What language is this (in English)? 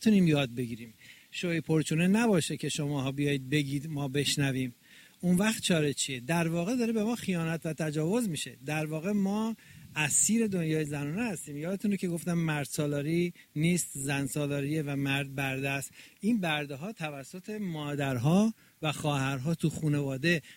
Persian